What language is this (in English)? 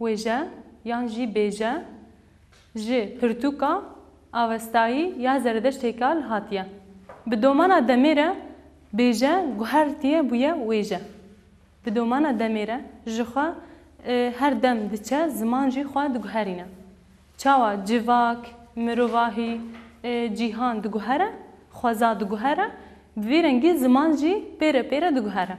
Kurdish